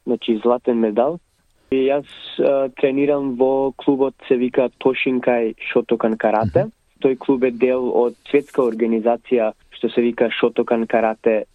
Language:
Macedonian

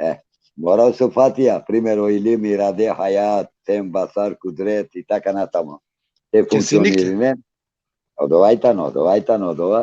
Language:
Balkan Romani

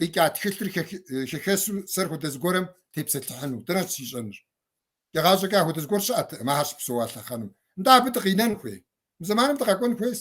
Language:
Kabardian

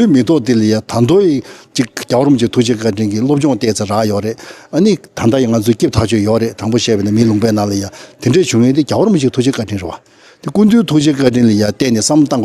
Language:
Tibetan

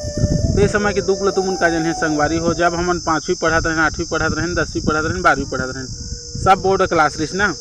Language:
Chhattisgarhi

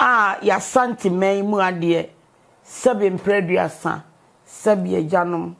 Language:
Akan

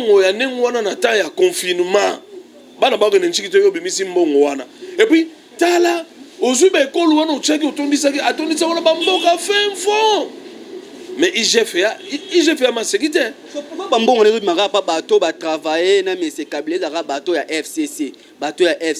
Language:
Lingala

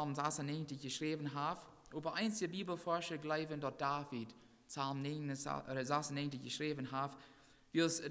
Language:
Plautdietsch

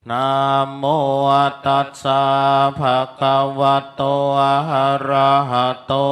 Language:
Pali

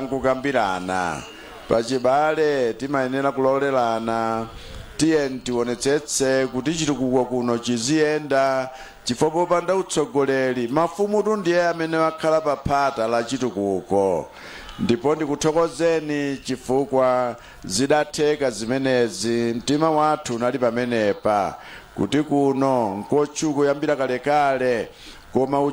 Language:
Nyanja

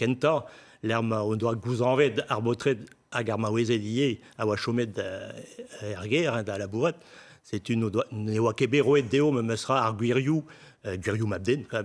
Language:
Breton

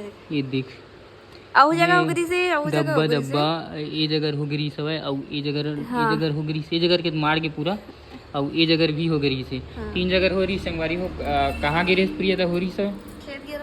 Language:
Chhattisgarhi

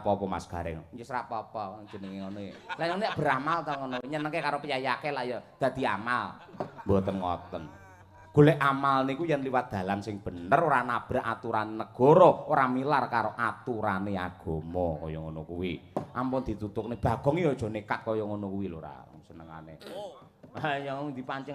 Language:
Javanese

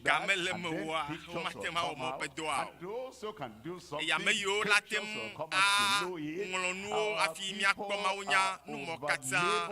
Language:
Ewe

